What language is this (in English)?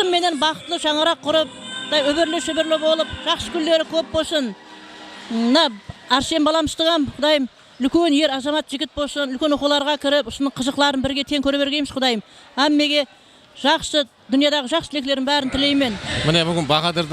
Kara-Kalpak